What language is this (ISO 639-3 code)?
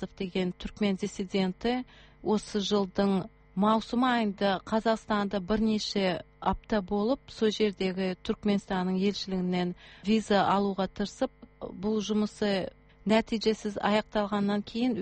kaz